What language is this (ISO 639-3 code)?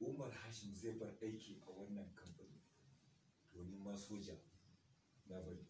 hau